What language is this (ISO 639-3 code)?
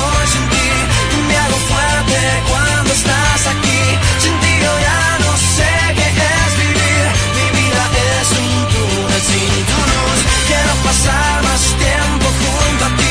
spa